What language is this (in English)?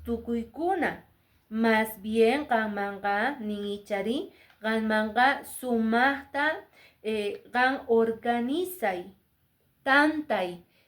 Quechua